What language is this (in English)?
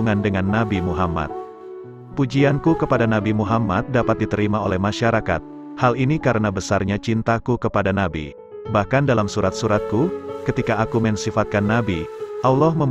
Indonesian